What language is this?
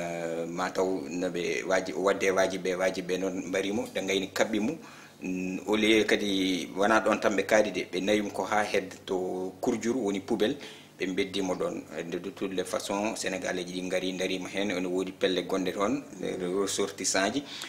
Fula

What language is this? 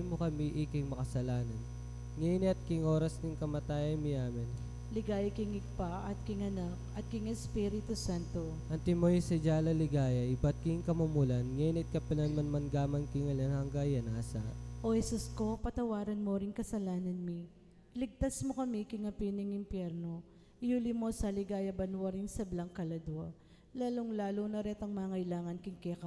Pampanga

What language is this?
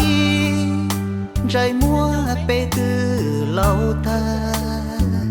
Hmong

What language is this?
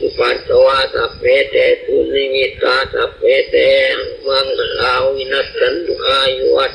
Pali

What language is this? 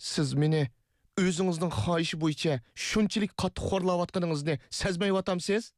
Uyghur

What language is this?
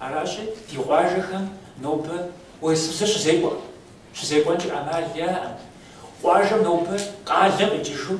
Kabardian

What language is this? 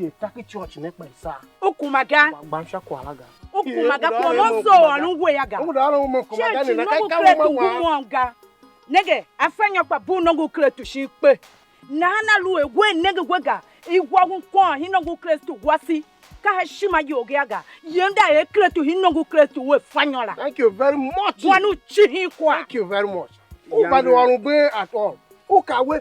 Tiv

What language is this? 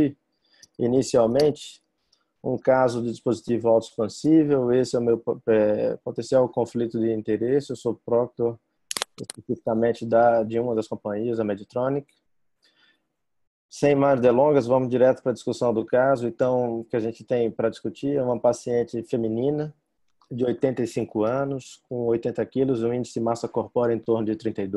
Portuguese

